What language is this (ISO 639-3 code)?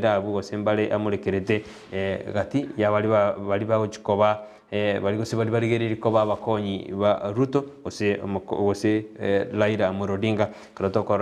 guz